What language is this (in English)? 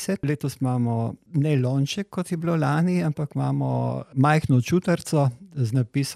Slovenian